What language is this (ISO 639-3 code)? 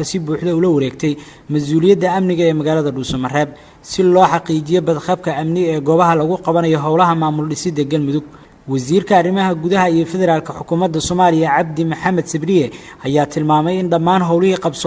som